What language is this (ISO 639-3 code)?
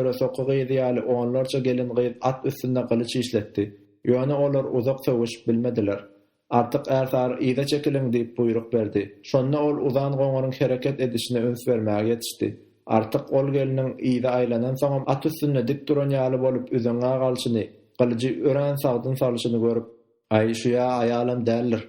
tuk